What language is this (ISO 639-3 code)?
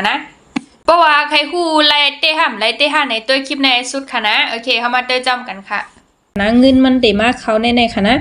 shn